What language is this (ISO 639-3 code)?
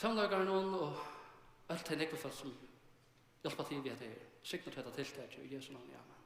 fao